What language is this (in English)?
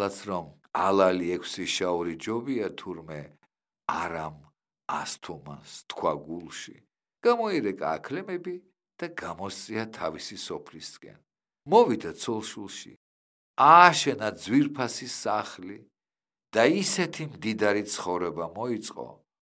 Georgian